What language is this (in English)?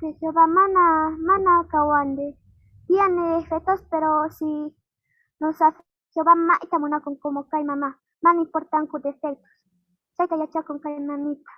South Bolivian Quechua